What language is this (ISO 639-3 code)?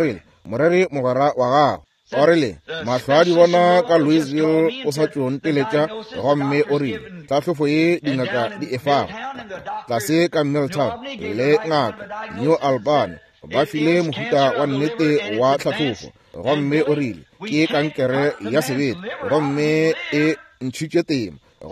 nso